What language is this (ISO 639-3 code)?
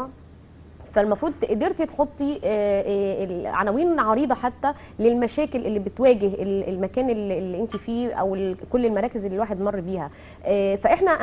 arz